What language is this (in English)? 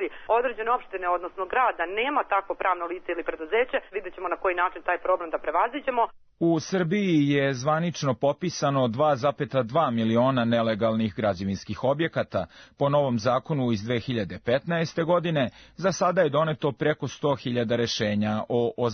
Serbian